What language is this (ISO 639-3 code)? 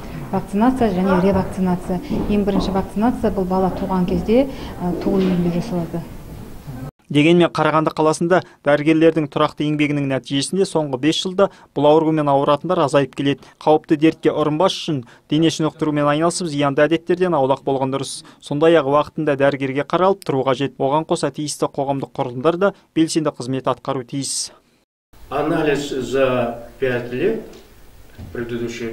kaz